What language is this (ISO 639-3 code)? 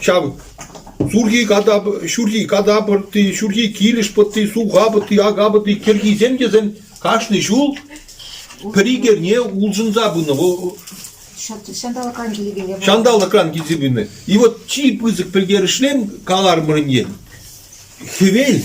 chv